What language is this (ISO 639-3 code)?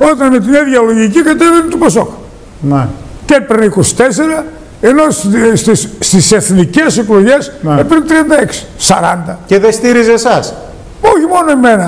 ell